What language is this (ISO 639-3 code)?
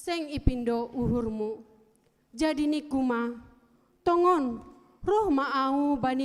bts